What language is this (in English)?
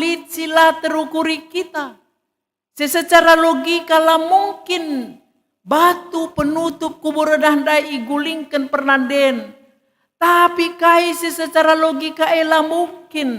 Batak Karo